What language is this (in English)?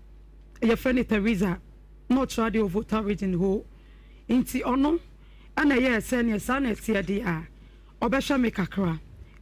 Akan